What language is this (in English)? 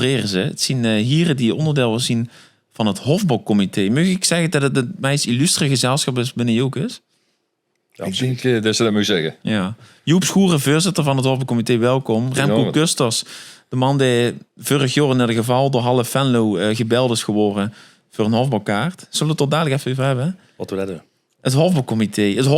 Limburgish